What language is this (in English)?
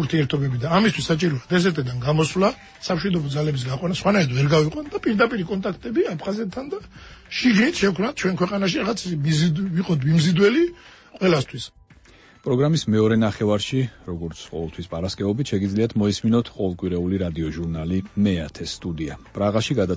Georgian